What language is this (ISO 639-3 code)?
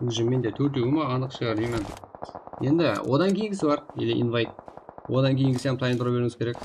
kaa